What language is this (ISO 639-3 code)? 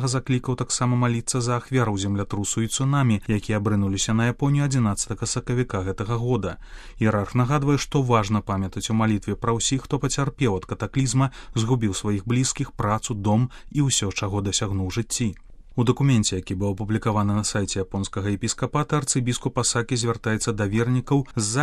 bel